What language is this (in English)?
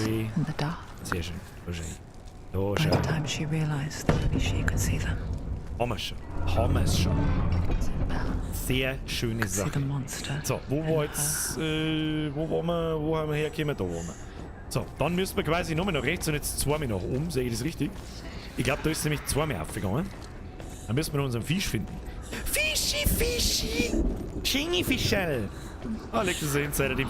Bavarian